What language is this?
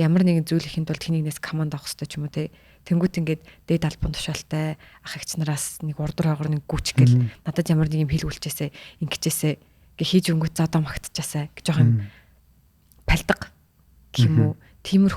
Mongolian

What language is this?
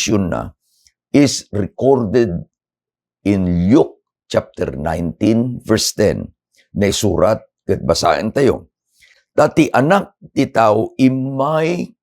Iloko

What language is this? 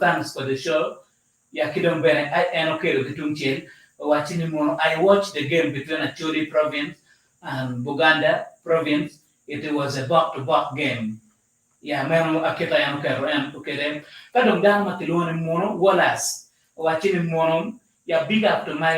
Acoli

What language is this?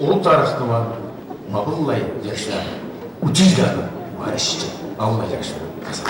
Kabardian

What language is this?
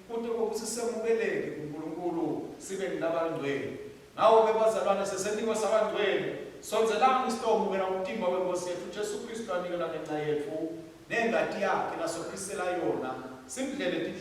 Swati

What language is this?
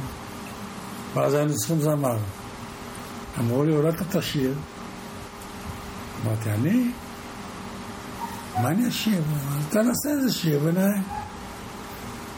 Hebrew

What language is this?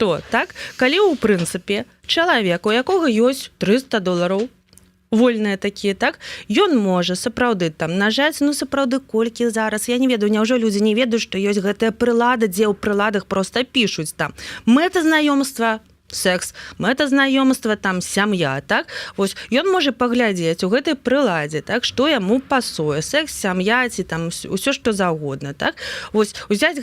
Belarusian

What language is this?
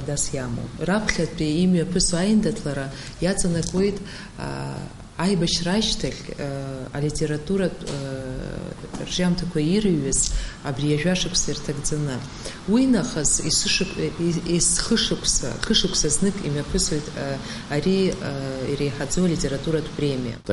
Abkhazian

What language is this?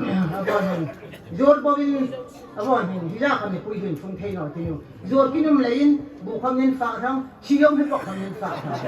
Hmar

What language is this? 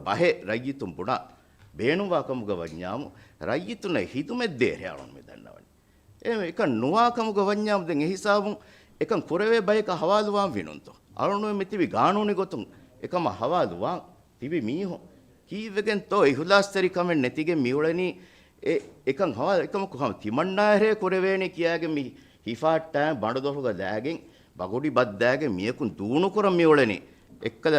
Divehi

